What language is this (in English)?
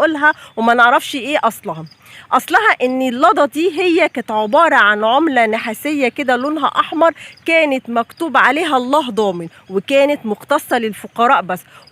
Egyptian Arabic